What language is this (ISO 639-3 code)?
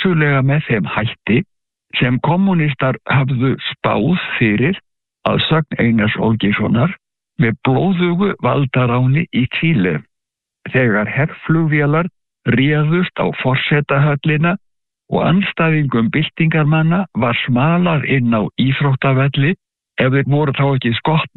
isl